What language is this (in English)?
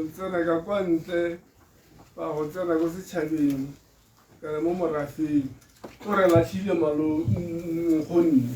Tswana